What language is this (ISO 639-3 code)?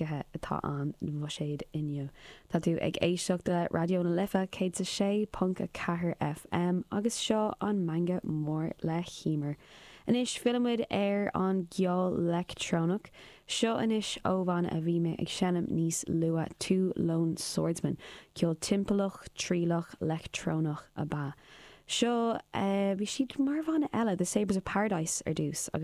gle